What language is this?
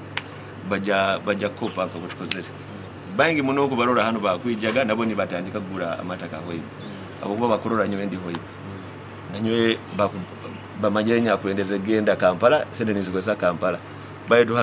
Nyoro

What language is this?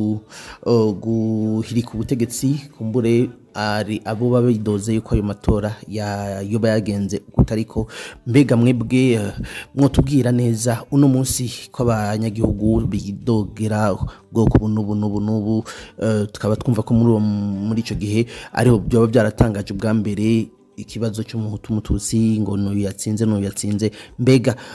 Rundi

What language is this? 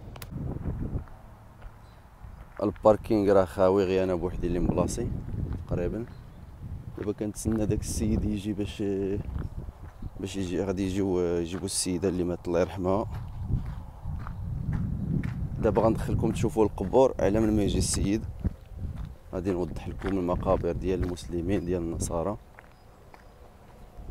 Moroccan Arabic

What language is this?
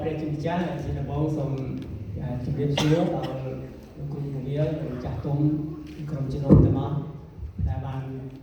Central Mnong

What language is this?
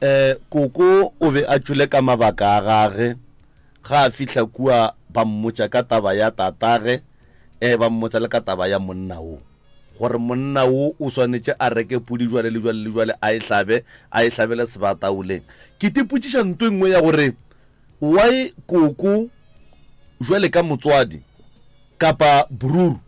Northern Sotho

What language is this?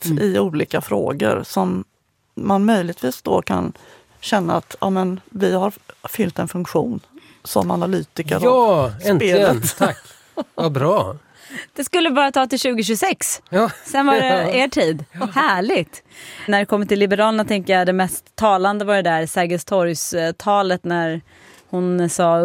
Swedish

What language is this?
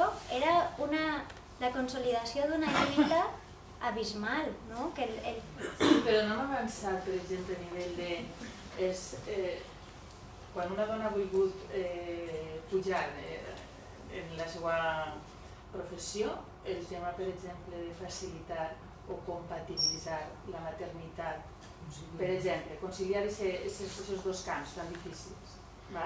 Catalan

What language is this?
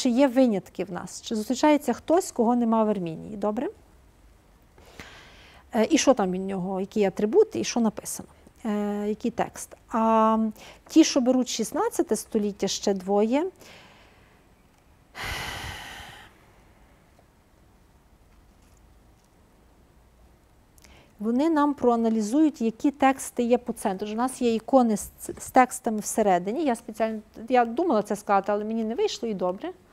Ukrainian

